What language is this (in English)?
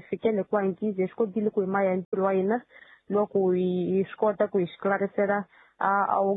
Tsonga